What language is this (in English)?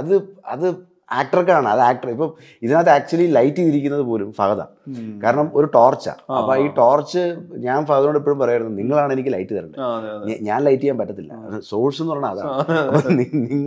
Malayalam